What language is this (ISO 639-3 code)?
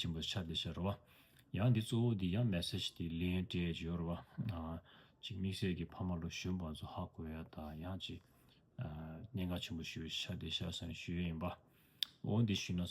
bod